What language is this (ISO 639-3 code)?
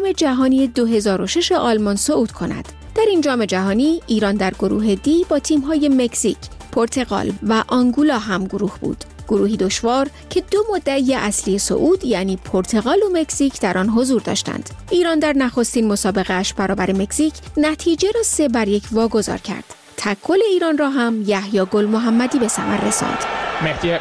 fas